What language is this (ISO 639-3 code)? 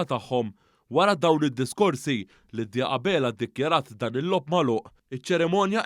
mlt